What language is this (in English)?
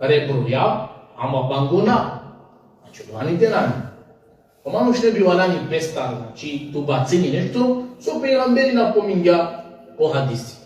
Balkan Romani